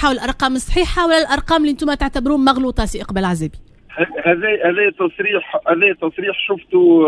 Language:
Tunisian Arabic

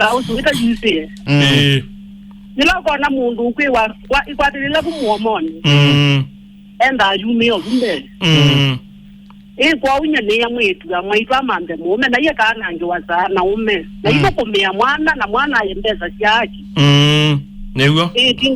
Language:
Kamba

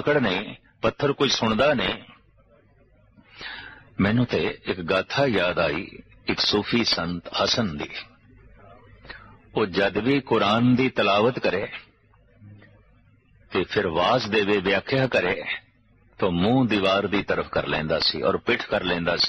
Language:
Punjabi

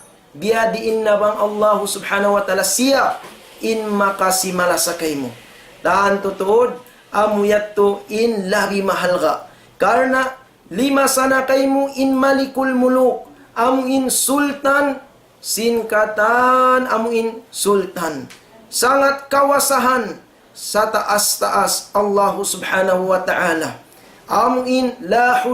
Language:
Tausug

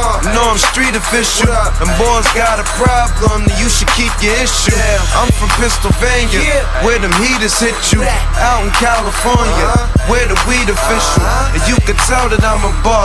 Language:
English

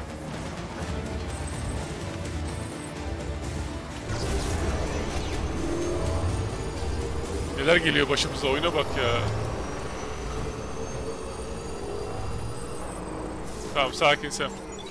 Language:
Turkish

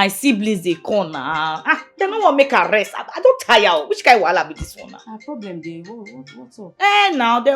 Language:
Nigerian Pidgin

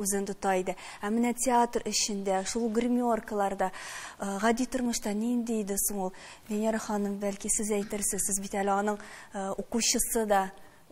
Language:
Tatar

